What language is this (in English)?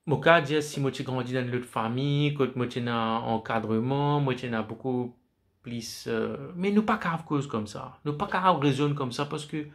Morisyen